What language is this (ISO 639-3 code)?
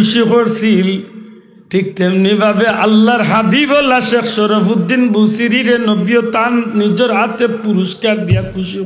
syl